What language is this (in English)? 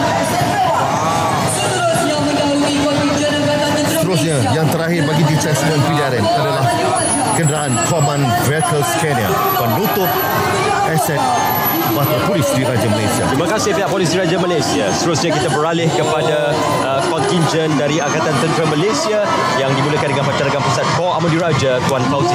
Malay